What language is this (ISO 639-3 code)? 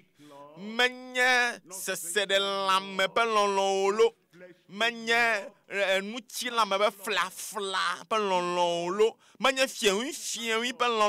ewe